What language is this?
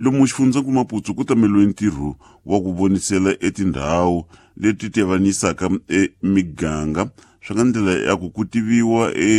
Tsonga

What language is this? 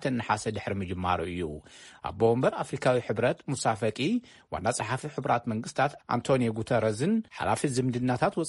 Tigrinya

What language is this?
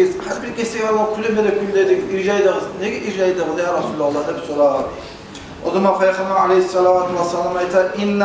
Kumyk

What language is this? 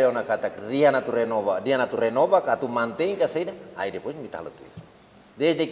Tetum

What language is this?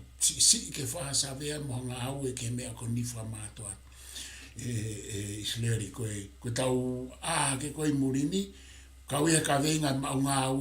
Tongan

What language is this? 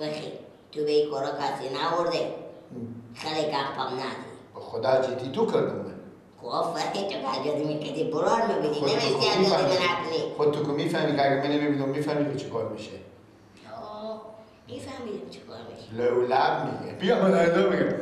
Persian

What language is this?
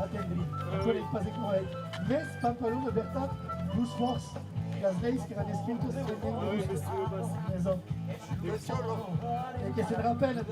Occitan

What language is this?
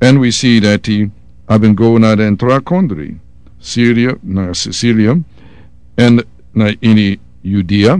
Sranan Tongo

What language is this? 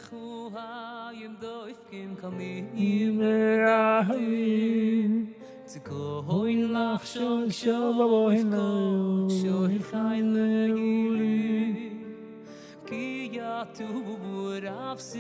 Yiddish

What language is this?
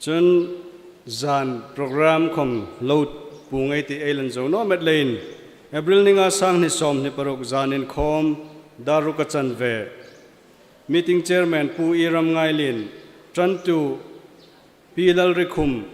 Hmar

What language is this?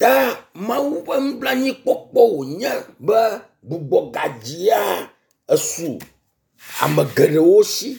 Ewe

